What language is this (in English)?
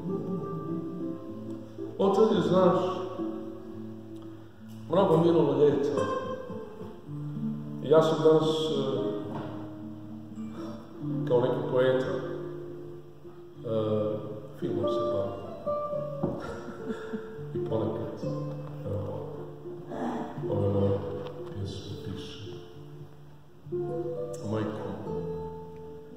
Croatian